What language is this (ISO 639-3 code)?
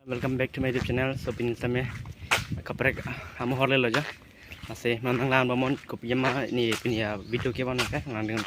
mjw